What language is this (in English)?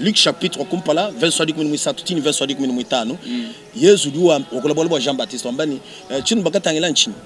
Luba-Lulua